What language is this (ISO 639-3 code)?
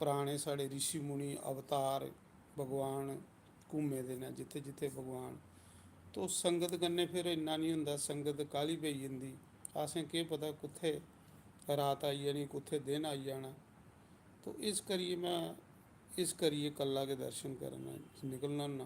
doi